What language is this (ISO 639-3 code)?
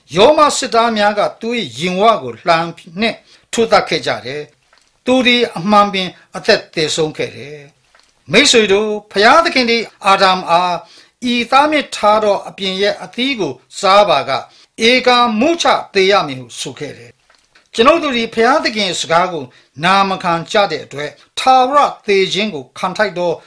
mya